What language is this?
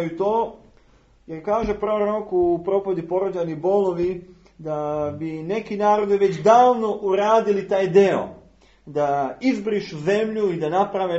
Serbian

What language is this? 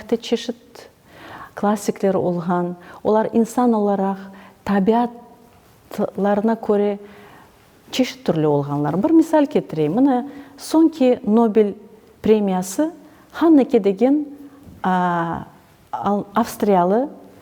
Crimean Tatar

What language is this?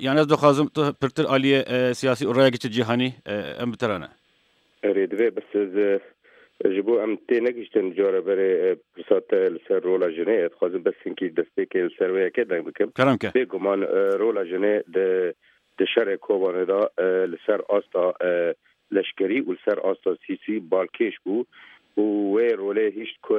Kurdish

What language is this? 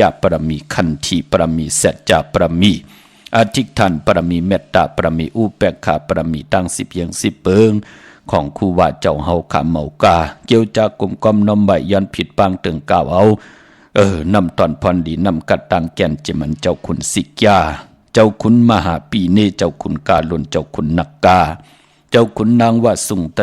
Shan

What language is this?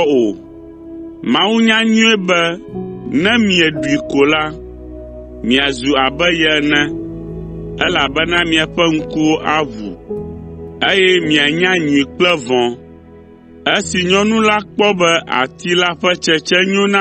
Ewe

